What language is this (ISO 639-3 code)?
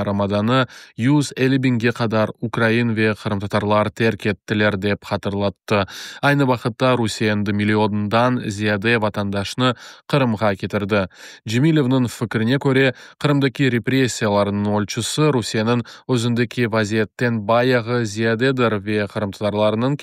crh